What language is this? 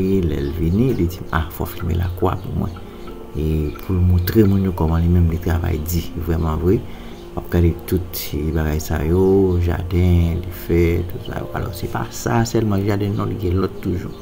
Haitian Creole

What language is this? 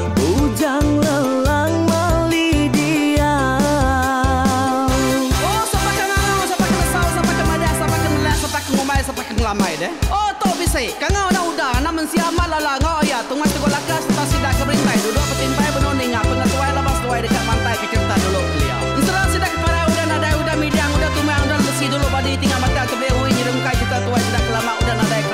Iban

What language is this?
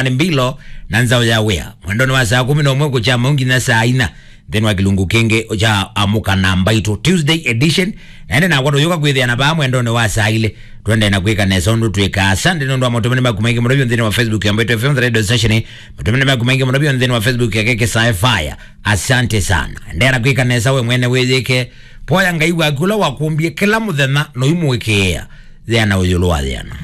Kamba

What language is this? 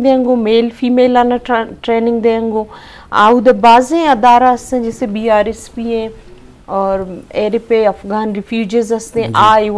Eastern Balochi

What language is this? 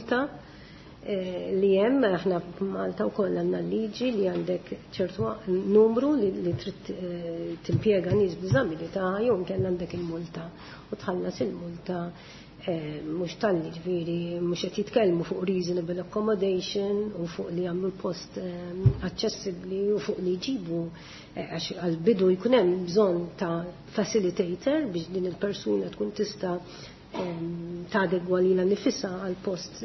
Maltese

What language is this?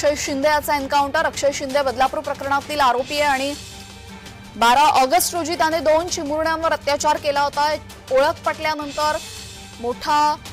Marathi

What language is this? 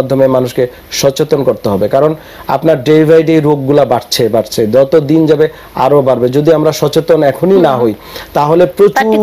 Bangla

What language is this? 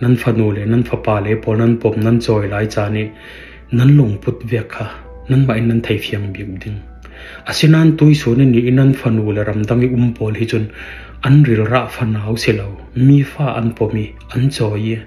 Falam Chin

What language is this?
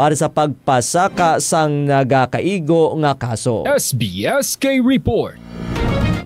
Hiligaynon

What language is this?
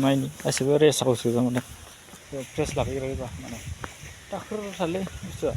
Bodo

